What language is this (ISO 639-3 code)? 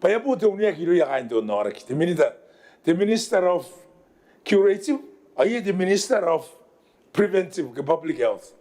gil